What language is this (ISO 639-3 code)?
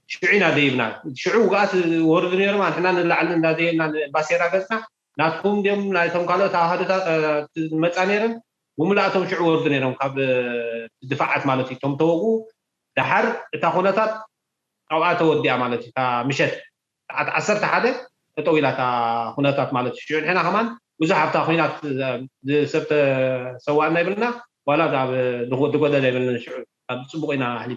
tir